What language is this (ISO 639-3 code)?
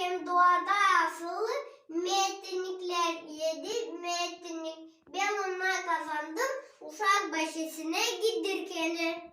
gag